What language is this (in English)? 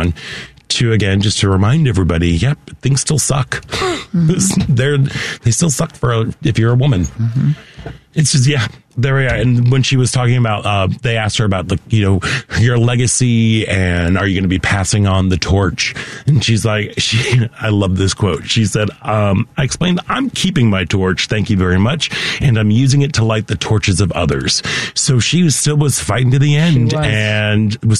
English